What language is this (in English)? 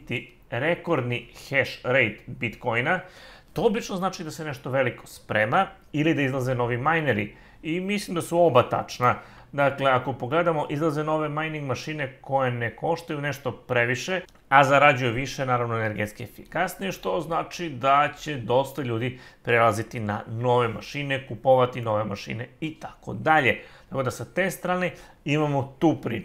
Serbian